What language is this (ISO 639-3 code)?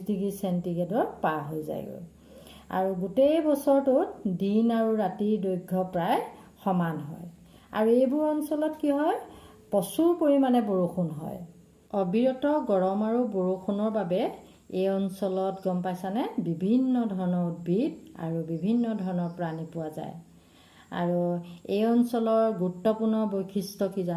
asm